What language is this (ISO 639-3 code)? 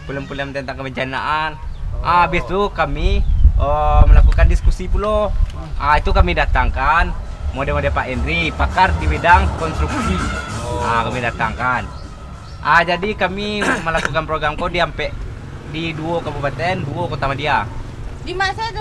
min